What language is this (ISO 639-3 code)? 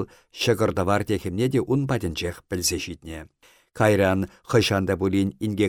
chv